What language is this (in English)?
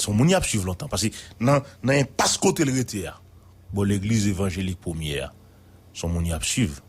Haitian Creole